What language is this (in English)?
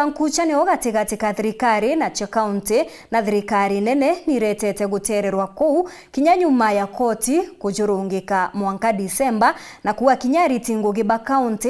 Meru